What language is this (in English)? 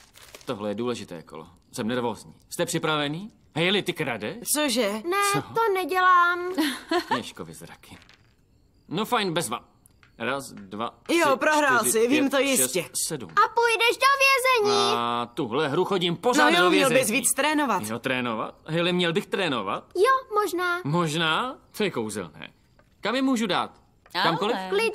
Czech